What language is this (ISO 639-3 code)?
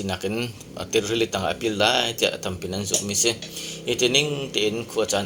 cnh